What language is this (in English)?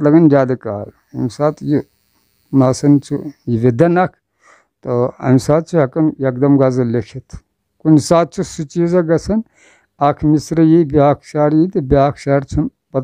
Kashmiri